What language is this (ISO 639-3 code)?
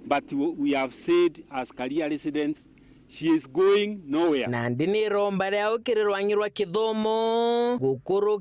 mer